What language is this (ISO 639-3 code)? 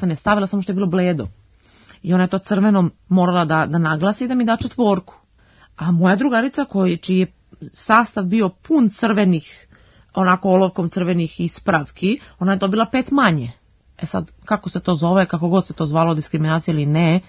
srp